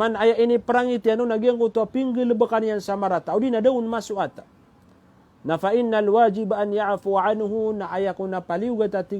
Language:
Maranao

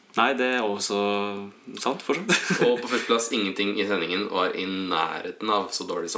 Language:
Norwegian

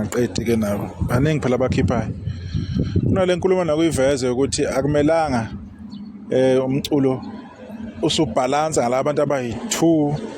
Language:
Zulu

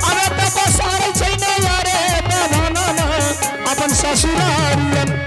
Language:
Angika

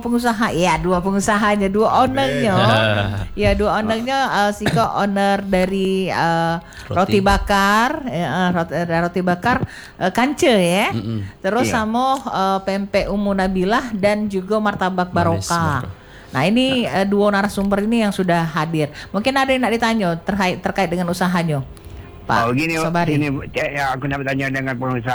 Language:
Indonesian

